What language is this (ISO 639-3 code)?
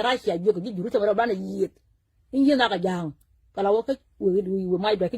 nus